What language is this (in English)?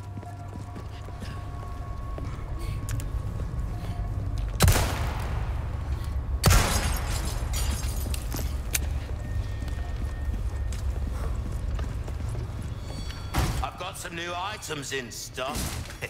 English